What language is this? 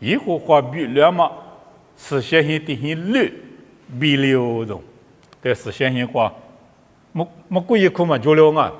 Lisu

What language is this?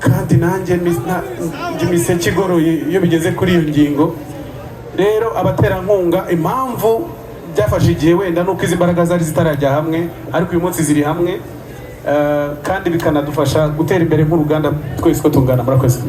Kinyarwanda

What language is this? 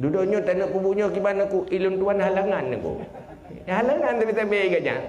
Achinese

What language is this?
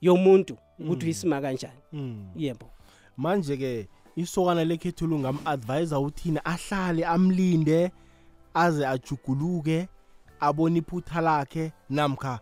South Ndebele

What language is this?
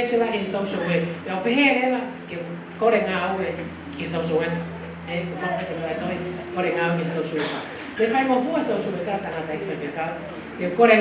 Tongan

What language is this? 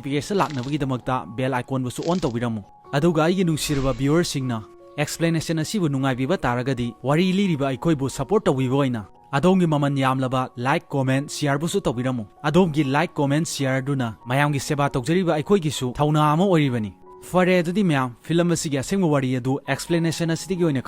Manipuri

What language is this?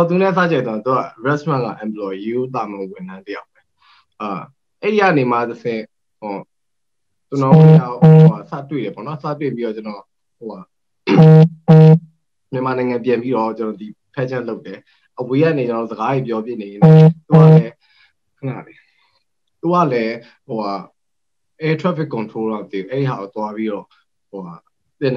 Burmese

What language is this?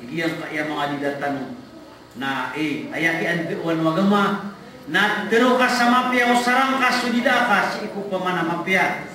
Maranao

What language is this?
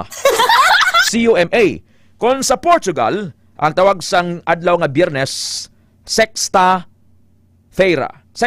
Hiligaynon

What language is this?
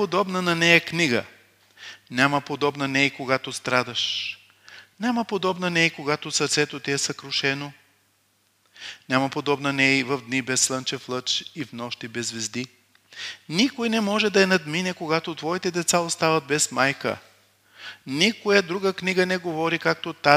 Bulgarian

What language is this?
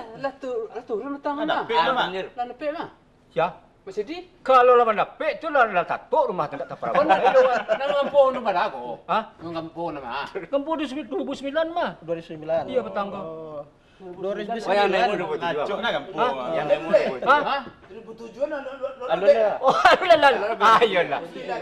Minangkabau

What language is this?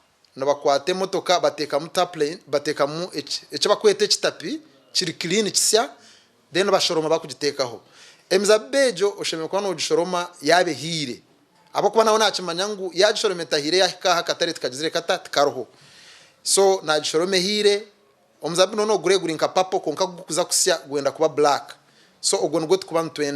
Nyankole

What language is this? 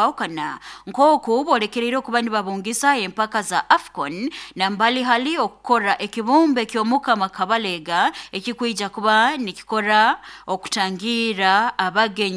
Nyoro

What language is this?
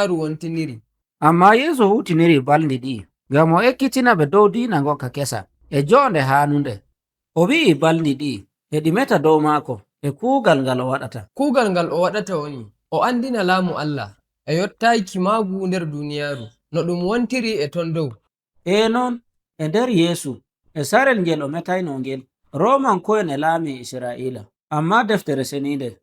Nigerian Fulfulde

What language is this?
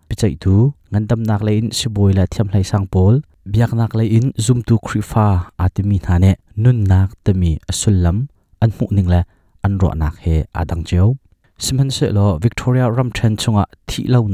Hakha Chin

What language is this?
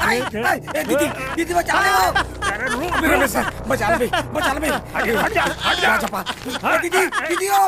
Chhattisgarhi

